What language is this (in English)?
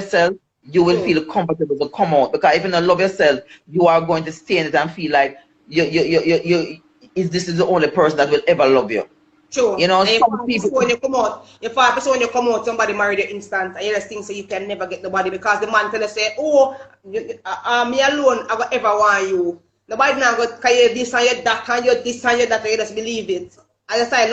Jamaican Creole English